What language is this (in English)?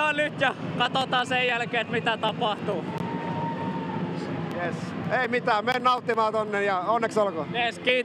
Finnish